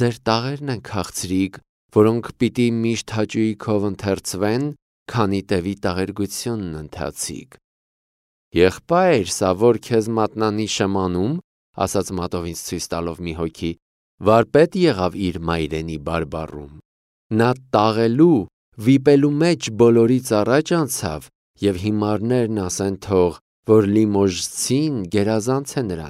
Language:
Armenian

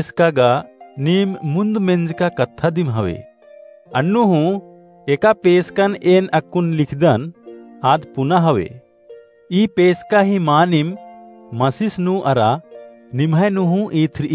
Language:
Kurukh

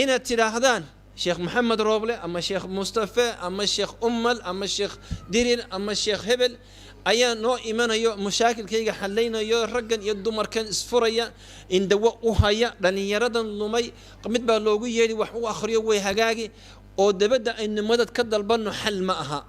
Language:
Somali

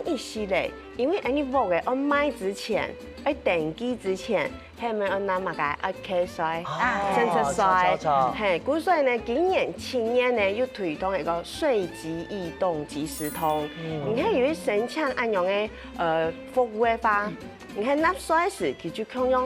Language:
Hakka Chinese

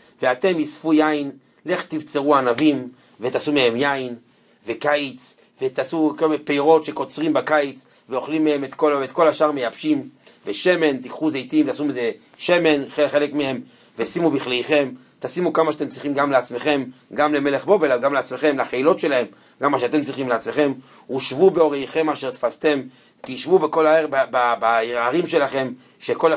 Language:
Hebrew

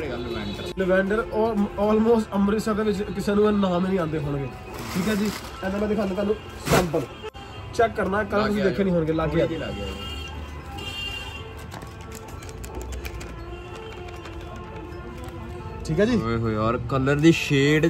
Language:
Punjabi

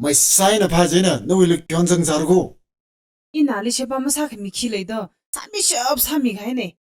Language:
Tangkhul Naga (India)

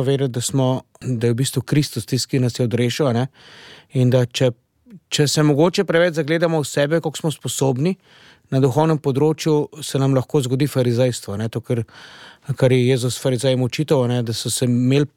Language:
Slovenian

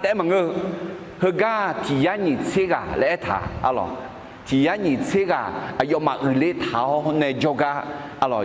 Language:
Akha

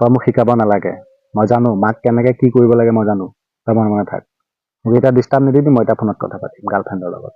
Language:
Assamese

